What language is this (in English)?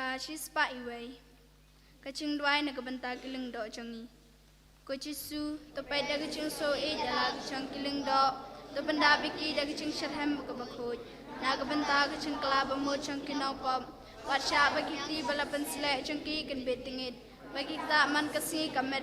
Khasi